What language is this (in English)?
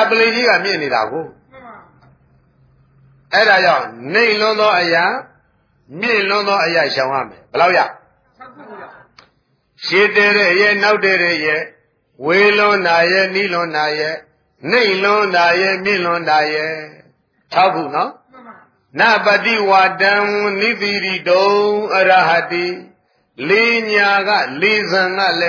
Burmese